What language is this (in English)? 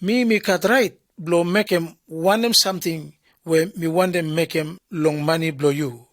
Bislama